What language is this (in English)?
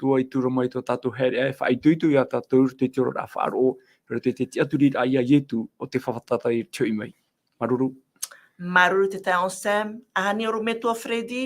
Tahitian